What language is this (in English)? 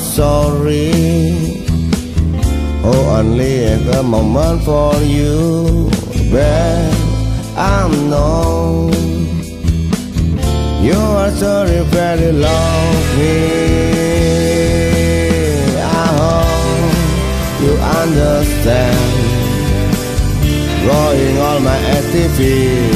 Indonesian